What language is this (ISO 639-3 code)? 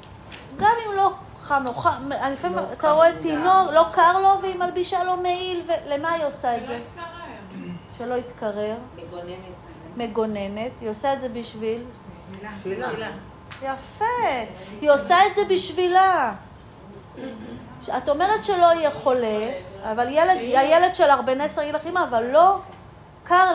heb